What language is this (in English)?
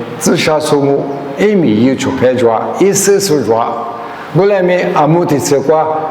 Lisu